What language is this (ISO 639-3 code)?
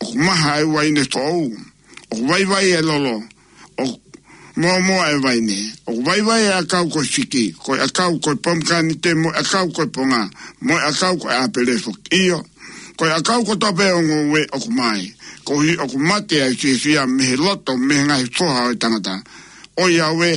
ton